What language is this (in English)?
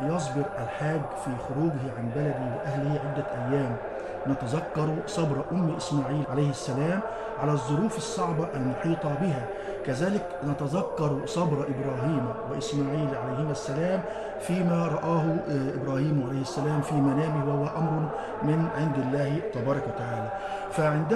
Arabic